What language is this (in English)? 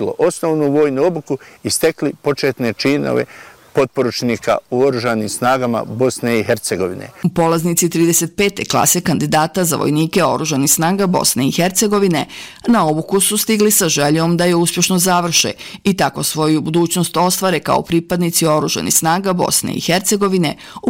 Bosnian